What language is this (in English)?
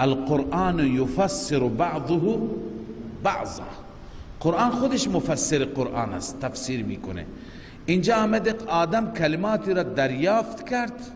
Persian